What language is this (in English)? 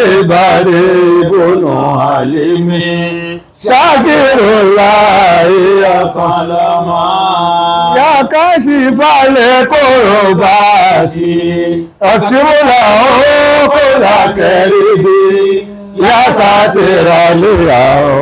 Yoruba